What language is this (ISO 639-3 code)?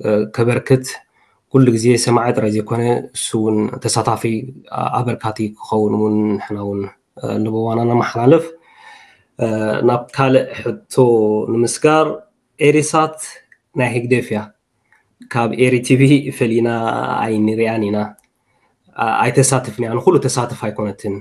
tir